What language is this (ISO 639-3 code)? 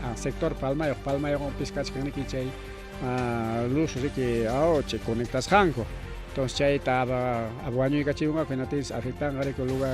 quy